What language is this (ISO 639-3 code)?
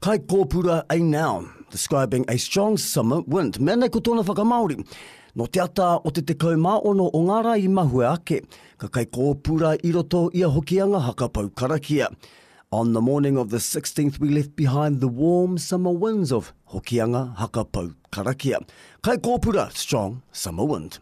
mri